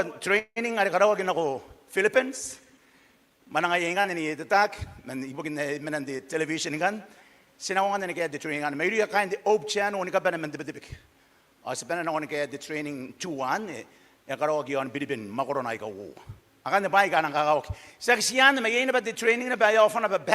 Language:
Gilbertese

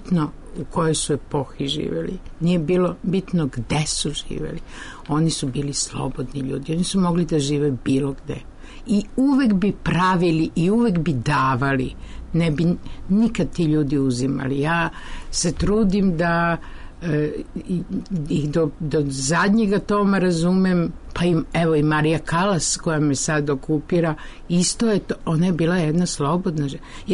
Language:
Serbian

